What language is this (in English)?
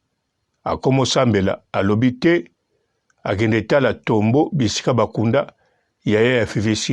Lingala